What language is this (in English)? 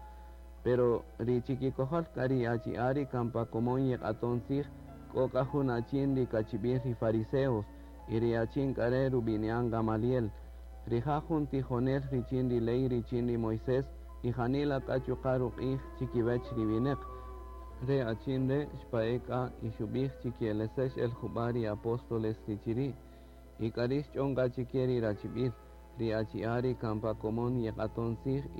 Kaqchikel